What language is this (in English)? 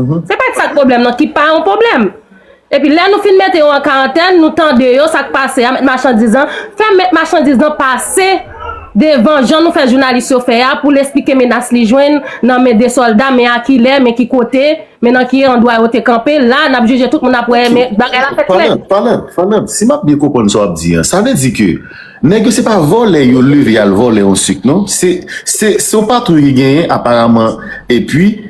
Haitian Creole